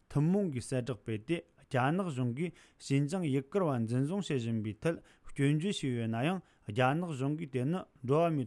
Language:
Tibetan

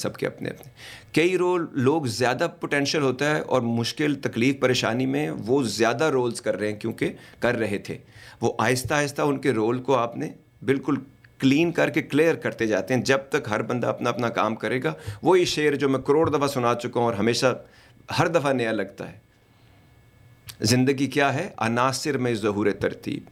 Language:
Urdu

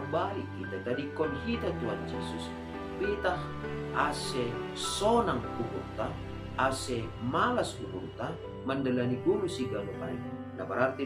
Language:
Batak Simalungun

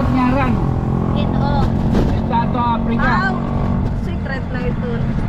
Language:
Waray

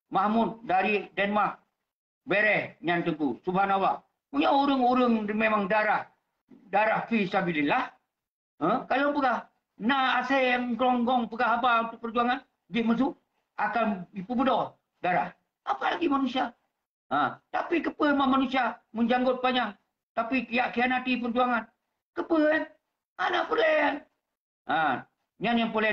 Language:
Achinese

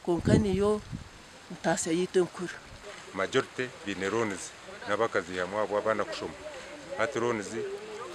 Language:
Nyankole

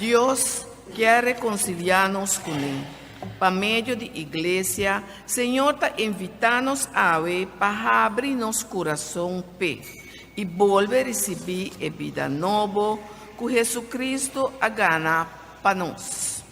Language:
Papiamento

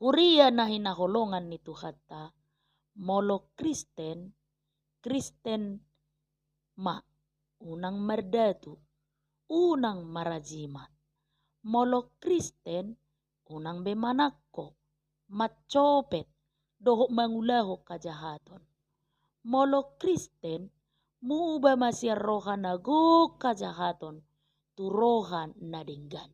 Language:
Batak Toba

